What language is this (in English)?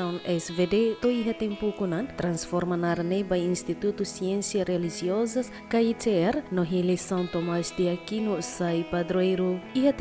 Tetum